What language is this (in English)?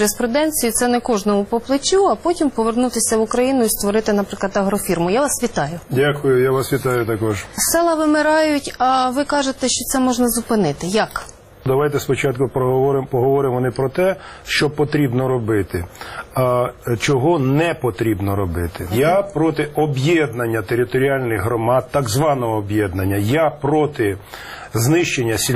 Ukrainian